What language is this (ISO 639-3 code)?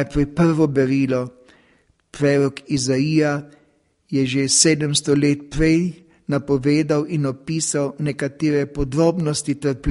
slv